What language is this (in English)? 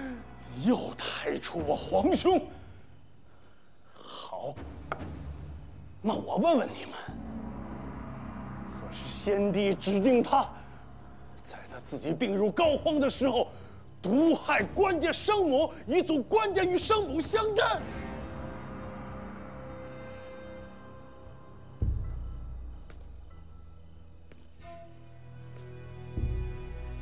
Chinese